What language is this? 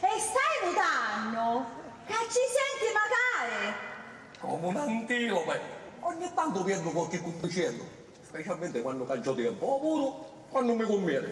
Sicilian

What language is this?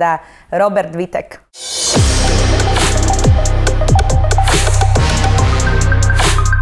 Slovak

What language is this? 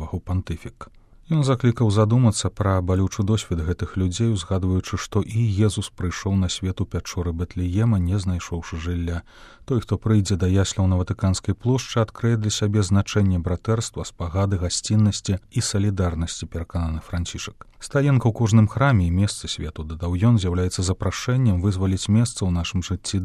Belarusian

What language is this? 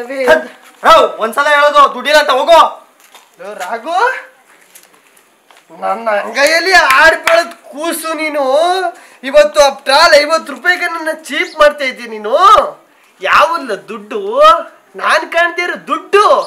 Kannada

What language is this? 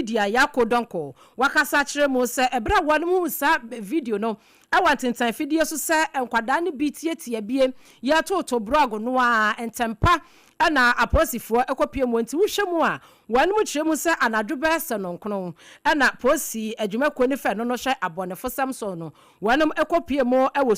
Akan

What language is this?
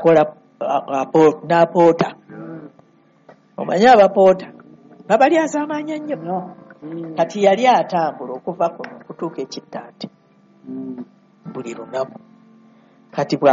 Ganda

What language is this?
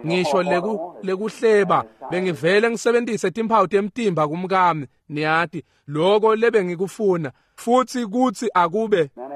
Swati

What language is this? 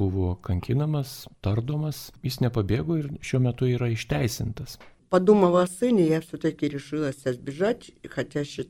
Lithuanian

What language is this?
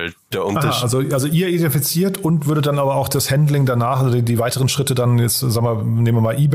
German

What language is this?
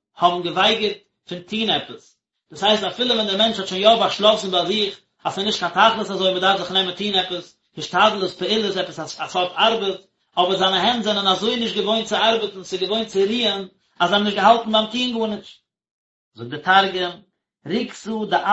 Yiddish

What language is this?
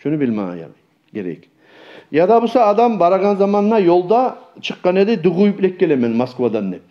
Kumyk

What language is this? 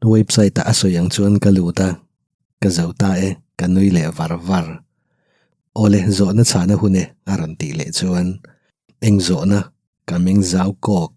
Mizo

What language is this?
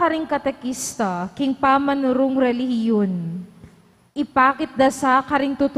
Pampanga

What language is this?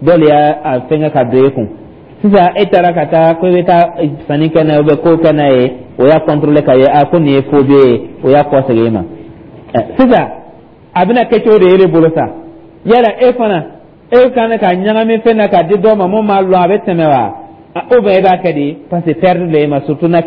Dyula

